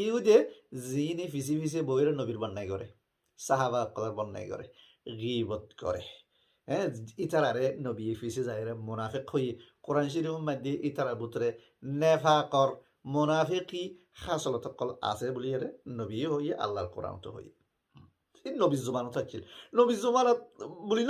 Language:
Rohingya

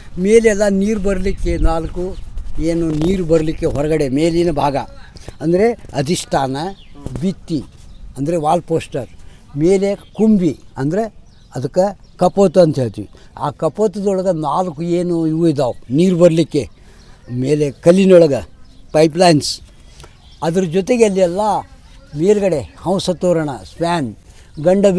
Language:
Kannada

